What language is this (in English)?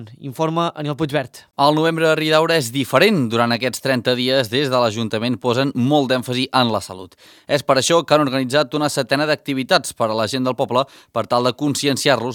Catalan